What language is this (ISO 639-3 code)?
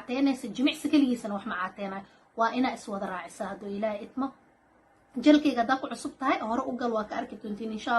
som